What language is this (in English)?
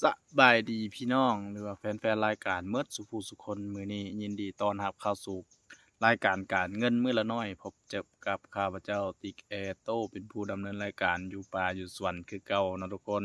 Lao